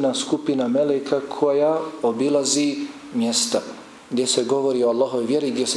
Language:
Bosnian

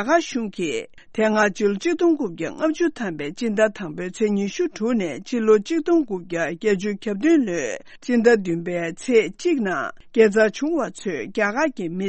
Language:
Tibetan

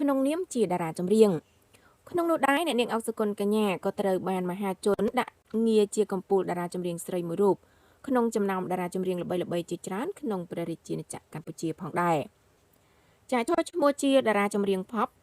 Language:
Khmer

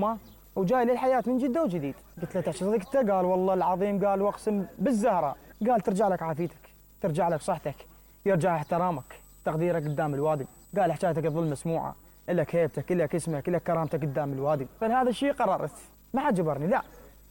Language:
Mesopotamian Arabic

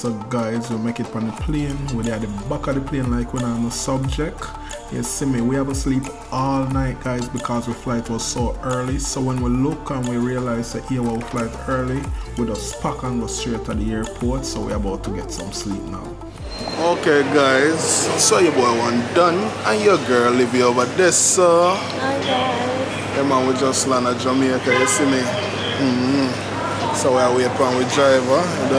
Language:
Jamaican Creole English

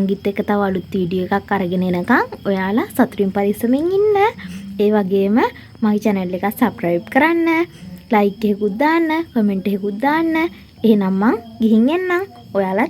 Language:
Sinhala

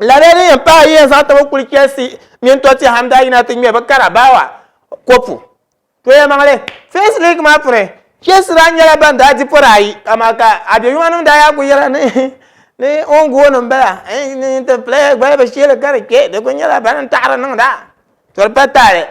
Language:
Dagbani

